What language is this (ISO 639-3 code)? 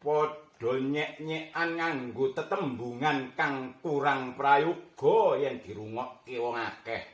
jav